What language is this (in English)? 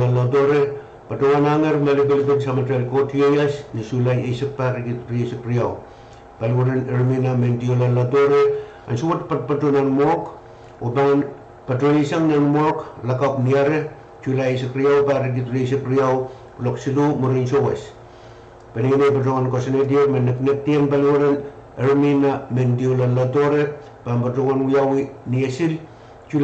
Pohnpeian